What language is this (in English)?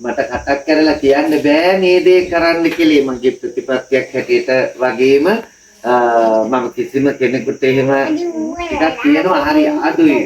Sinhala